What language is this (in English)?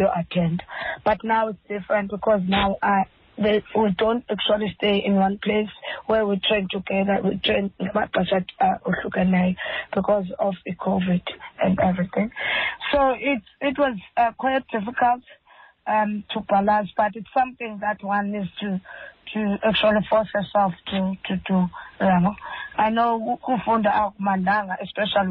Xhosa